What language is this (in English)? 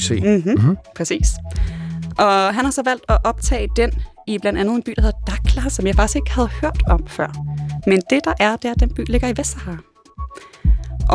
Danish